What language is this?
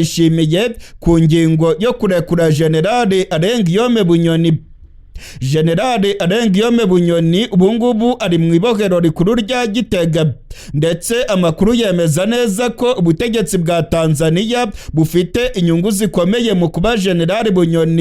Rundi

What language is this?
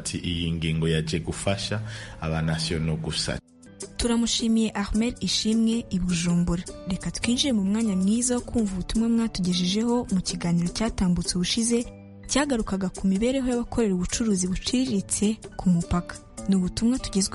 Kinyarwanda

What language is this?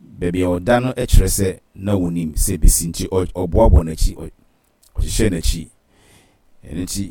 Akan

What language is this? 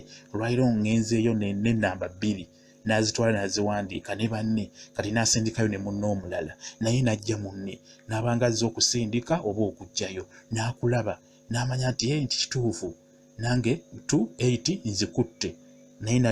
Ganda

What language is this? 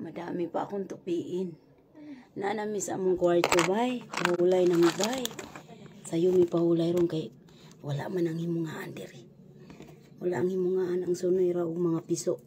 Cebuano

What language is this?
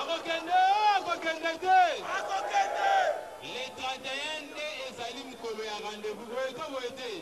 Lingala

